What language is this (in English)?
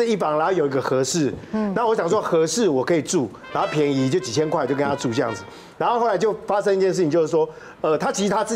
Chinese